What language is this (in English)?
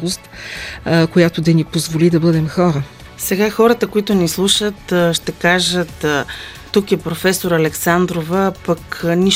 Bulgarian